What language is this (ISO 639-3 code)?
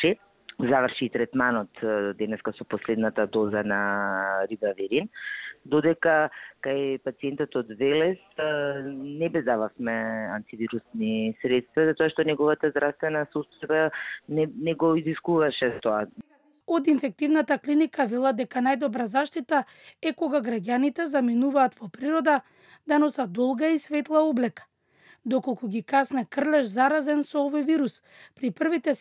mkd